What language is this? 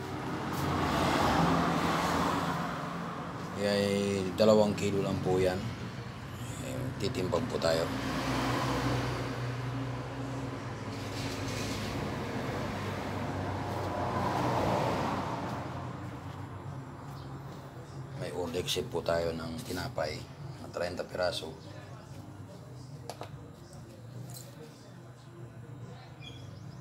Filipino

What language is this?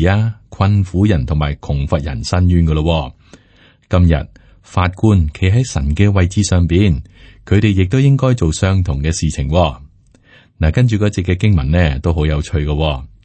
Cantonese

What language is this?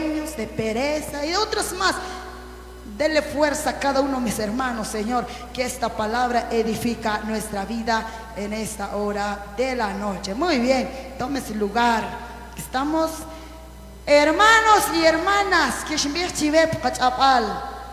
Spanish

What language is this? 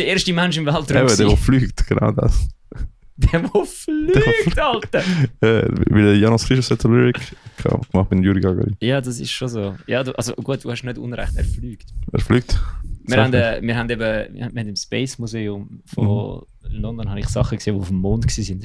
Swiss German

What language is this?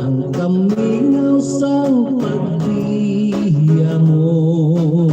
Hiligaynon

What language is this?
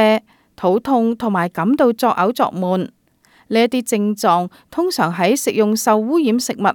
Cantonese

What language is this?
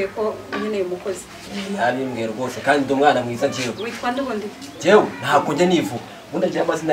Kinyarwanda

